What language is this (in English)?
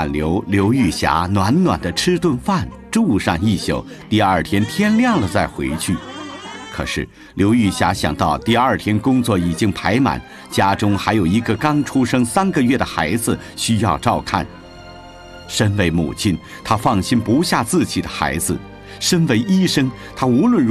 Chinese